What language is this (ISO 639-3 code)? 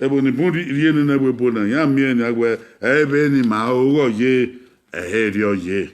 bin